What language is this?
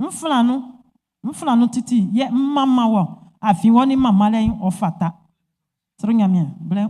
Baoulé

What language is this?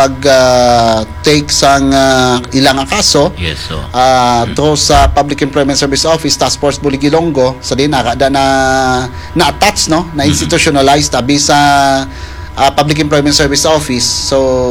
Hiligaynon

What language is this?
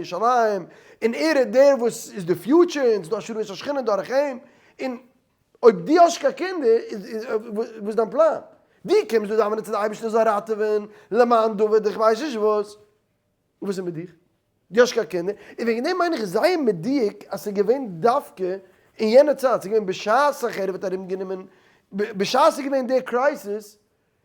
Yiddish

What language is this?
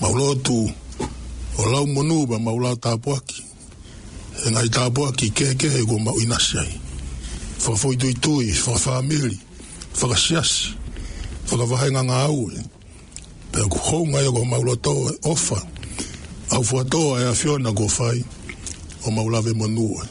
Tongan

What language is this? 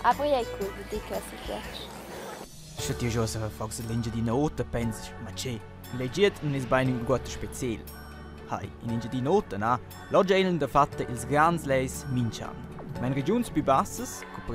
Romansh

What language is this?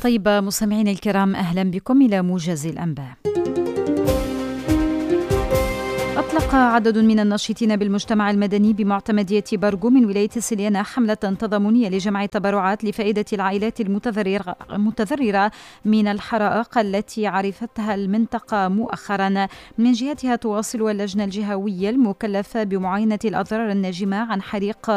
Arabic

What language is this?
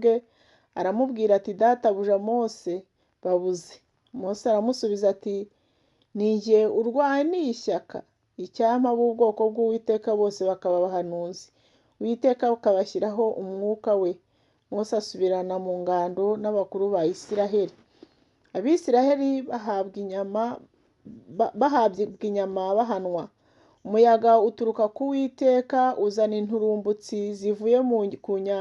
Kinyarwanda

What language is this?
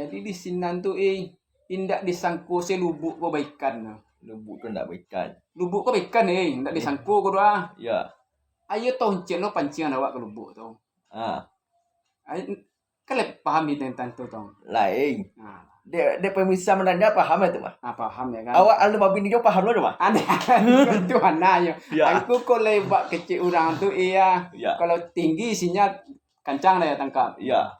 Minangkabau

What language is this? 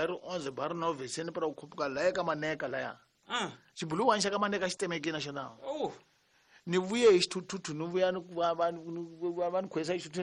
Tsonga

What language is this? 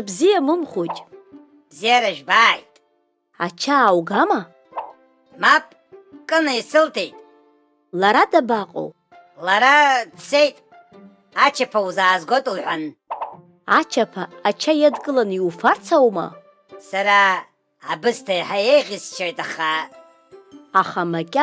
Abkhazian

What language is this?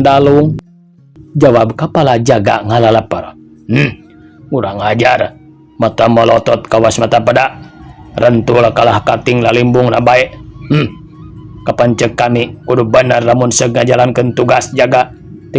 Sundanese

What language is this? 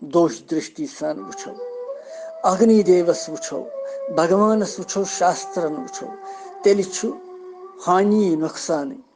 Kashmiri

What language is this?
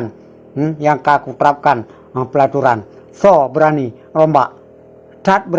Achinese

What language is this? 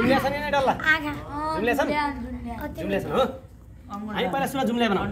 Nepali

